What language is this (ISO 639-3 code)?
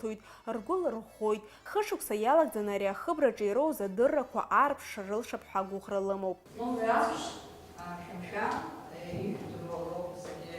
abk